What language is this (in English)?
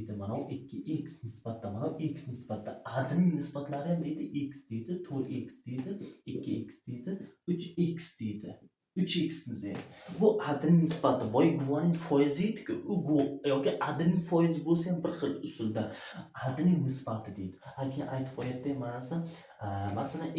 Uzbek